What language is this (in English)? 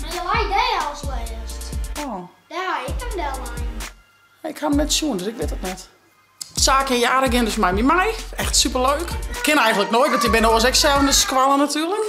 Western Frisian